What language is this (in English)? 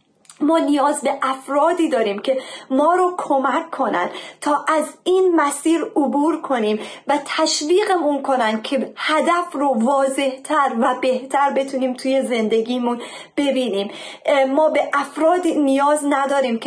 Persian